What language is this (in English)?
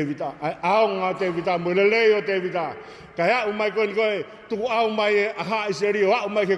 Tongan